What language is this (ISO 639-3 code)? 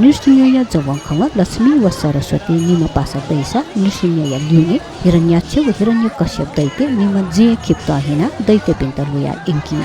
new